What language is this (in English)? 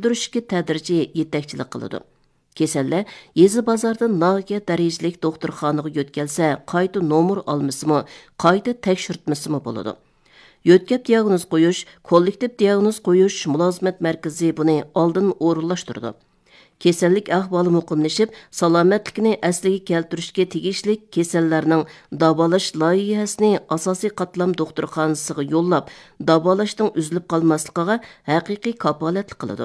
Uyghur